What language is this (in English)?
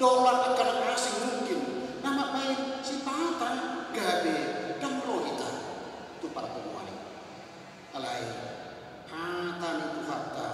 Batak Toba